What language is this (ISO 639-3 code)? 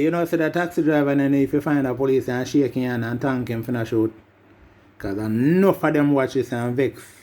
jam